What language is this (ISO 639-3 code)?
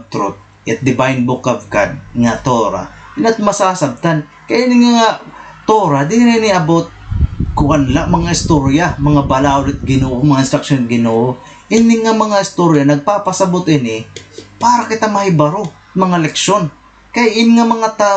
war